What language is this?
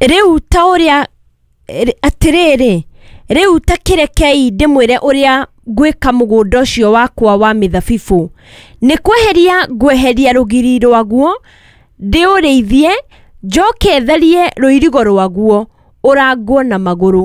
Kikuyu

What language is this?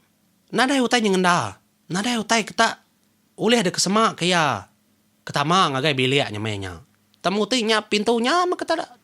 Iban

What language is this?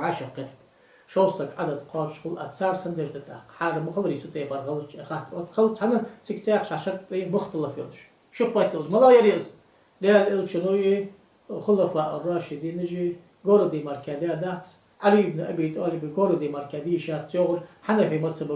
Ingush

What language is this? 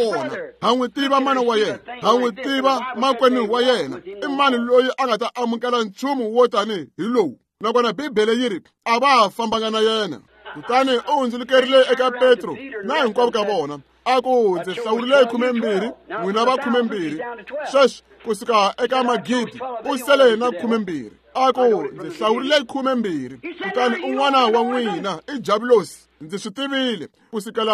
Tsonga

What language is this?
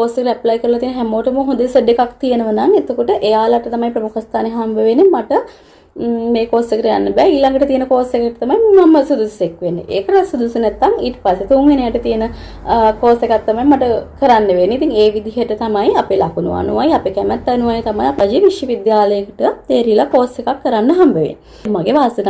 Sinhala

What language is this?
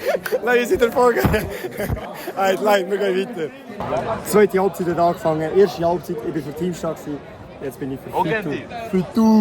Swiss German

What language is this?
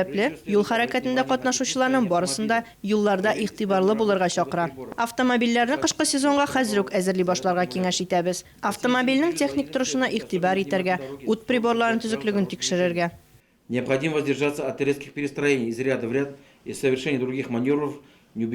Tatar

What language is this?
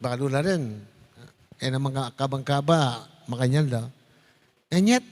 Pampanga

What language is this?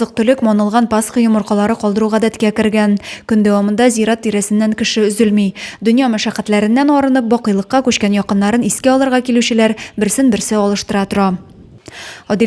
Tatar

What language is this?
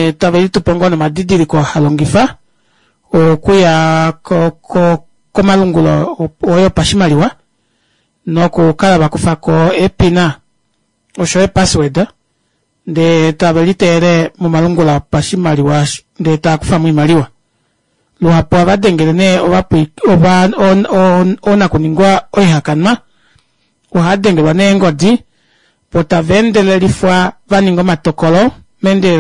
Kuanyama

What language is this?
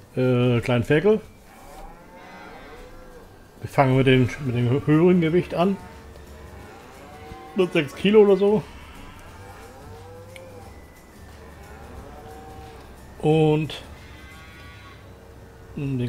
German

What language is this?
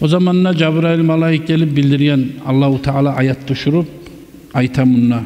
Kumyk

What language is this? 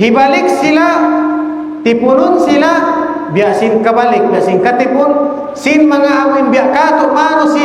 Tausug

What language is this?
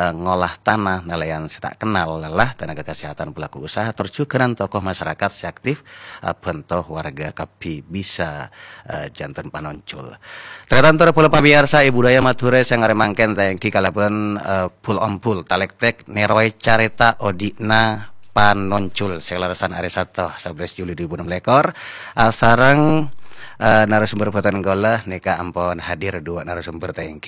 Madurese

